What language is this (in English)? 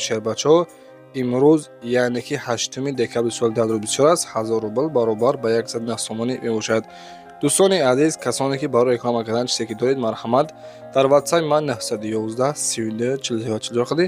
Tajik